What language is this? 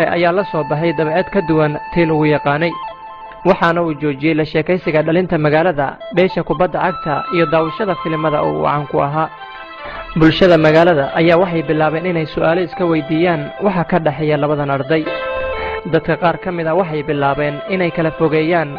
Somali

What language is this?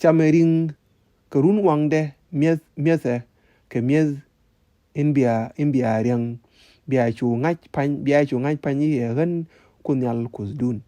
Nuer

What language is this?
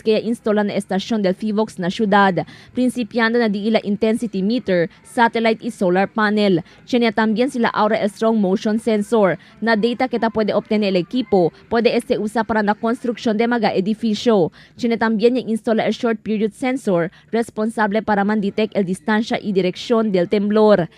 Chavacano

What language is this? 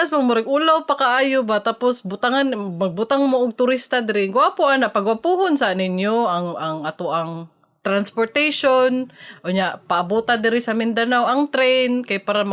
Cebuano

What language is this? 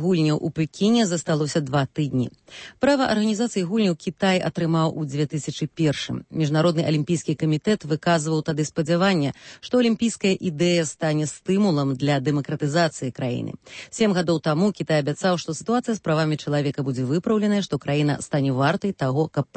Belarusian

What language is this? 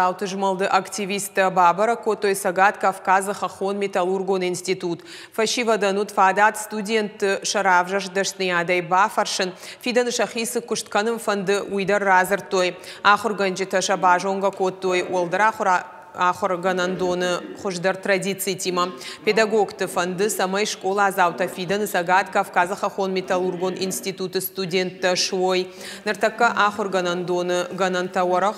Ossetic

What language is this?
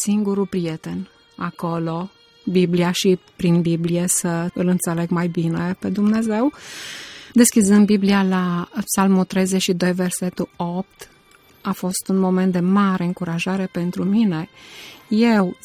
Romanian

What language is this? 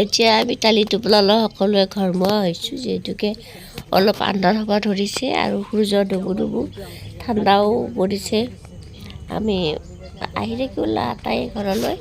Assamese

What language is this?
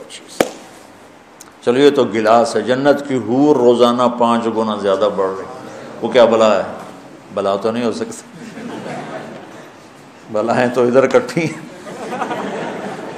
Urdu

